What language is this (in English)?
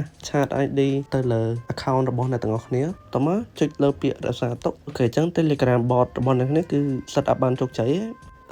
Khmer